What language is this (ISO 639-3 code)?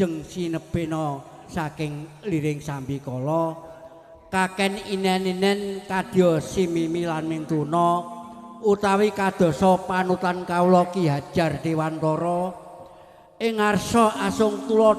jav